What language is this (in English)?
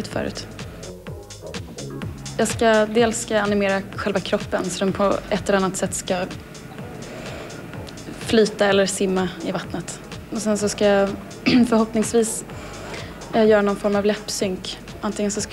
Swedish